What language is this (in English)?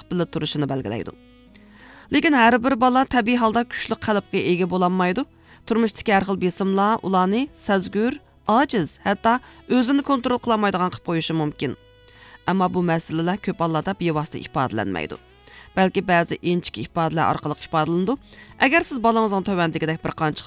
Uyghur